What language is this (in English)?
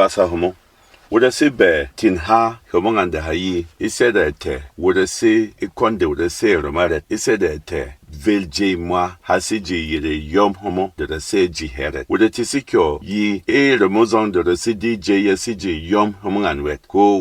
Berom